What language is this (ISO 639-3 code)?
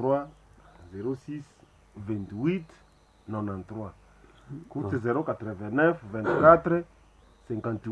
nnb